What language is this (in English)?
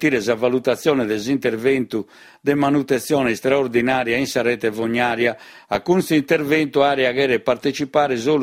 Sardinian